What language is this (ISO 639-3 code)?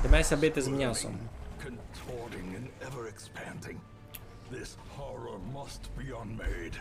rue